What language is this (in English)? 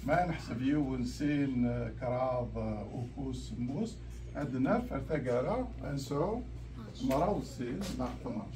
Kabyle